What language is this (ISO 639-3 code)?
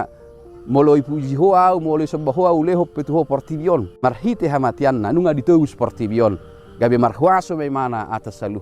bbc